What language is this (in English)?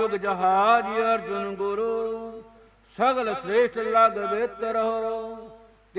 Punjabi